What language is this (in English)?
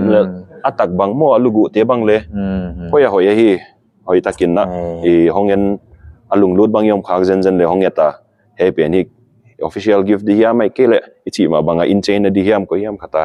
Paite Chin